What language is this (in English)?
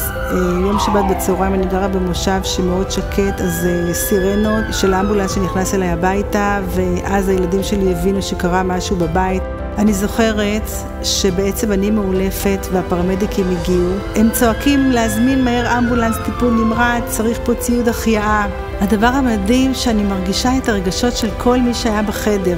Hebrew